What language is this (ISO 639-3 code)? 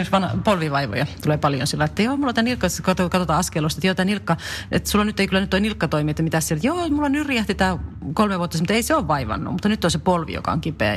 fin